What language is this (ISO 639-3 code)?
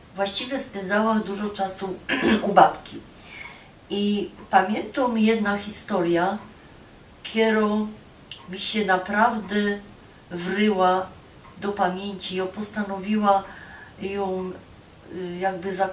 szl